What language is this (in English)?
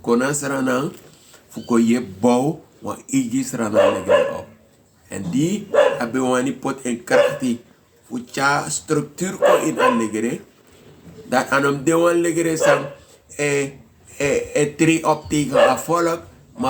Sranan Tongo